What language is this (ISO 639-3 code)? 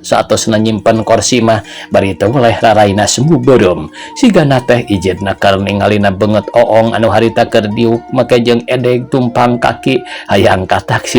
sun